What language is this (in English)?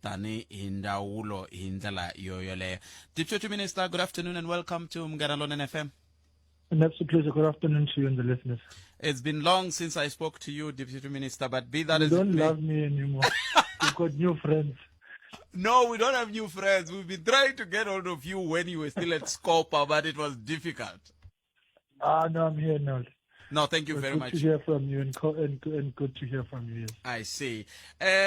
Tsonga